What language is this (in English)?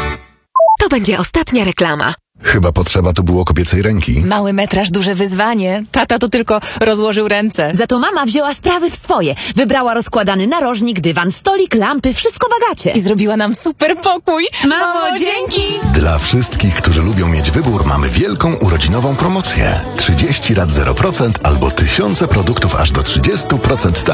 Polish